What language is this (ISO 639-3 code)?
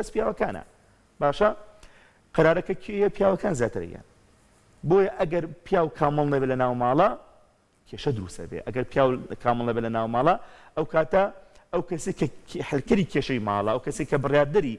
ckb